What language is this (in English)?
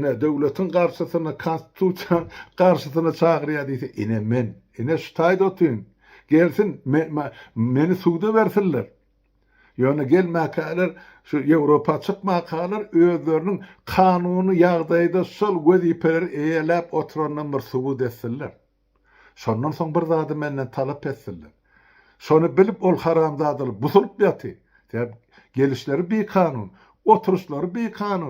Turkmen